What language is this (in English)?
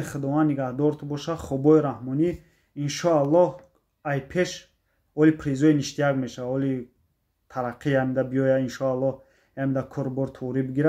Tajik